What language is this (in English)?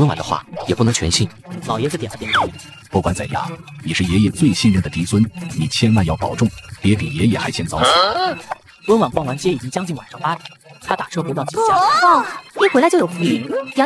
Chinese